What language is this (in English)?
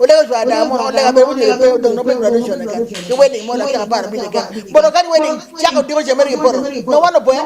Acoli